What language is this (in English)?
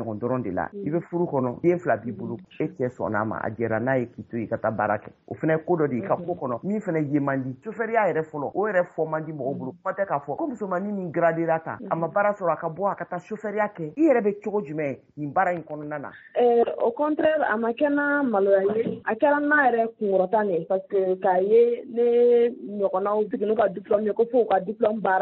Bambara